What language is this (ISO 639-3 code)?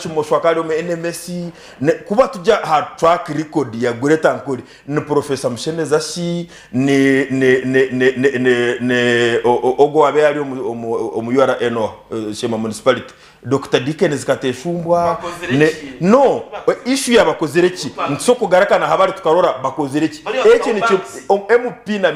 nyn